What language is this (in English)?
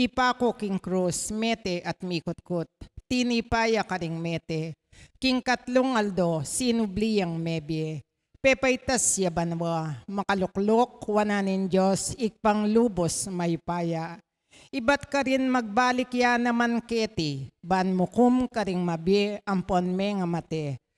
Pampanga